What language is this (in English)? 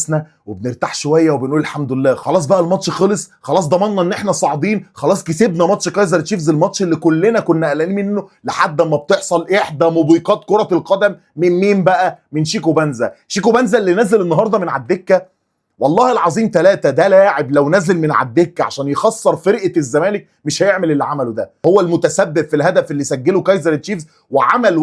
Egyptian Arabic